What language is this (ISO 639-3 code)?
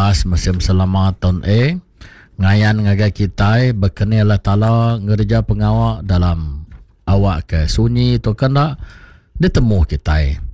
iba